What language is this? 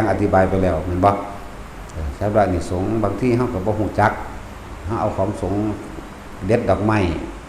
Northeastern Thai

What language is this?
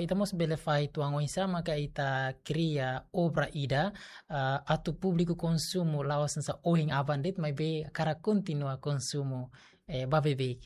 Tetum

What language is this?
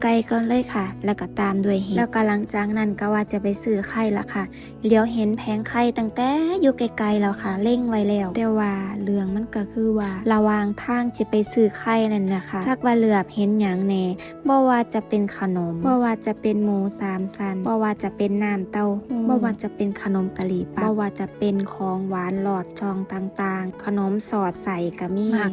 Northeastern Thai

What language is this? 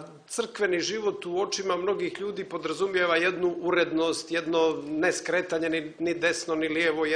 Serbian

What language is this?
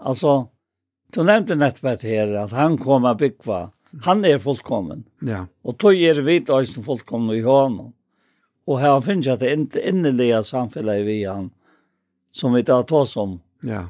Faroese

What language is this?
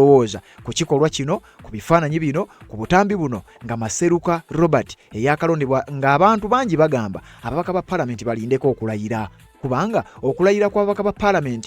Ganda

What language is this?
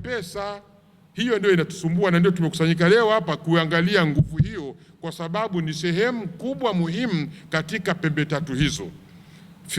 Swahili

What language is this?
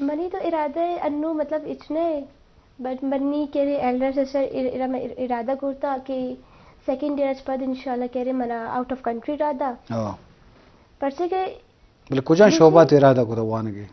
Eastern Balochi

